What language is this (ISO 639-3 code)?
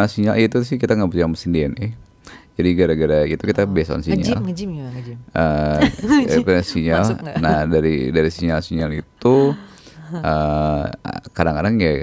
ind